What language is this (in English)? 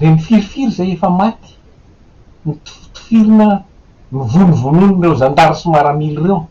Malagasy